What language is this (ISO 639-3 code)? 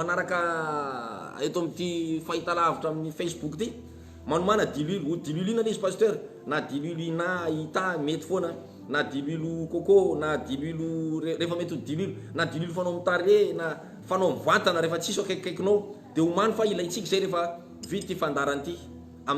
mlg